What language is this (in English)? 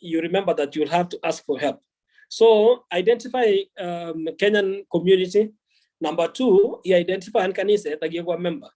Kalenjin